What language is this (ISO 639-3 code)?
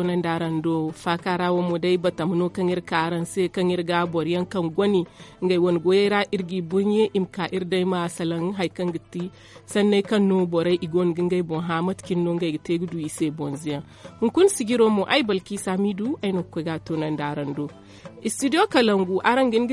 dje